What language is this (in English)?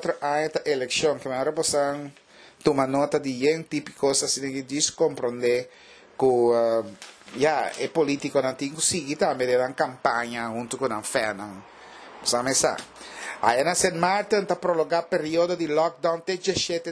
Papiamento